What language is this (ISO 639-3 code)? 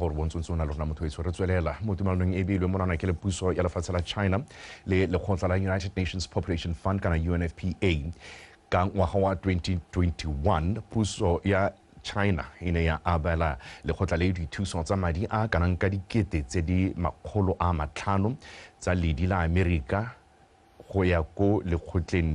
tsn